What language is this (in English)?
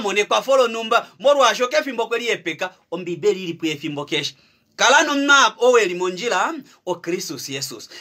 Kuanyama